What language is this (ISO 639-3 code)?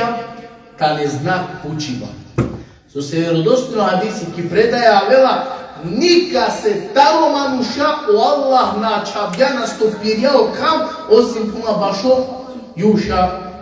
rmn